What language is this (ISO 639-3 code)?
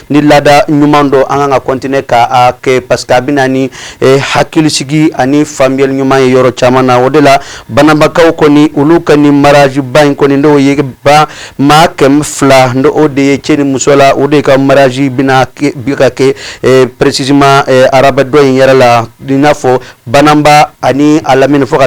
bam